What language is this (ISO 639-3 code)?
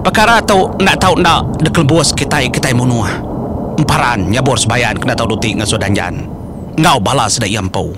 iba